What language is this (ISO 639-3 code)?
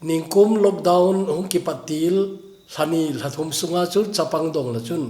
tcz